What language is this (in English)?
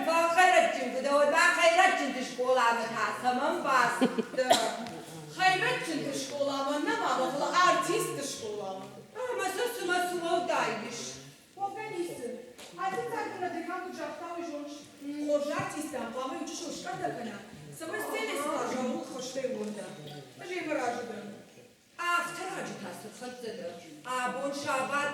Ossetic